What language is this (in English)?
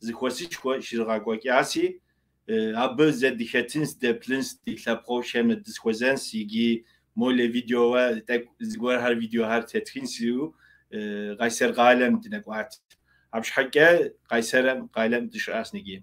Kabardian